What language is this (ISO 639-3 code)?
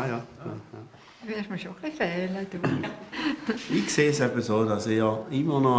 gsw